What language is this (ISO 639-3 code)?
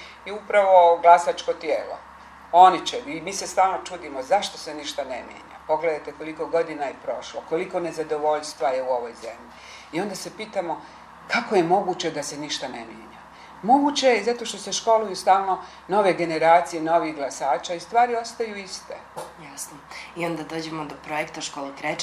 bos